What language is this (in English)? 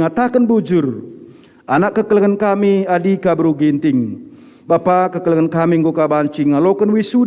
Batak Karo